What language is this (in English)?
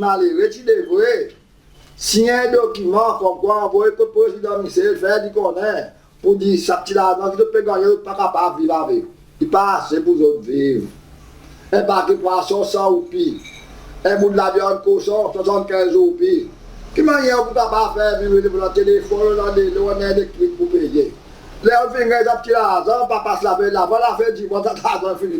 Seselwa Creole French